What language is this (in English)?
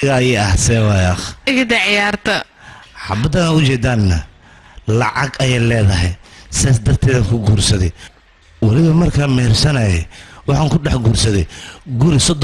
Somali